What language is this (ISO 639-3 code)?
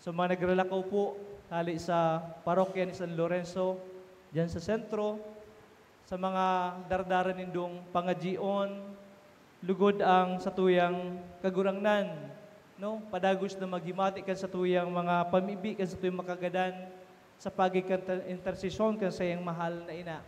bik